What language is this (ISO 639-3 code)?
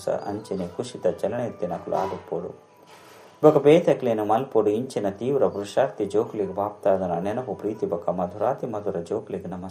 tcy